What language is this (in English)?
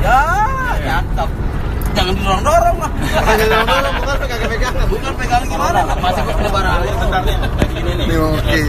Betawi